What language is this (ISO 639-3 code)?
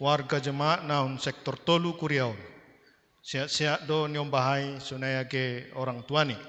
bts